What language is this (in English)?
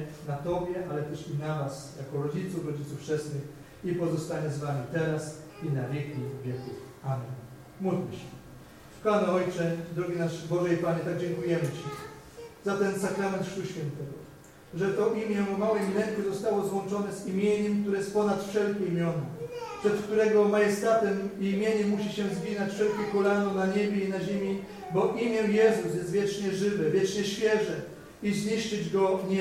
Polish